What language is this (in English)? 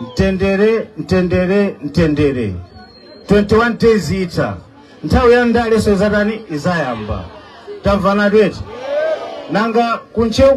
Nyanja